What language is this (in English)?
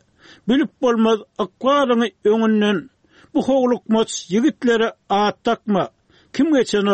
Turkmen